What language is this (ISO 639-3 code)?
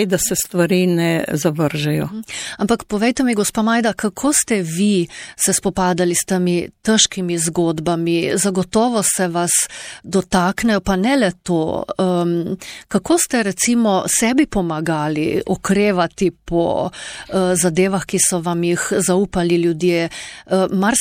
slv